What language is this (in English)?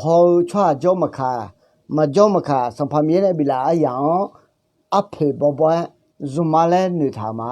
Akha